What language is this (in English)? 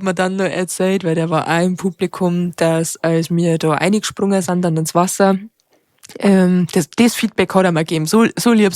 Bavarian